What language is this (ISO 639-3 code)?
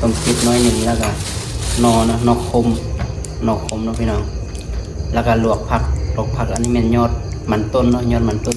lao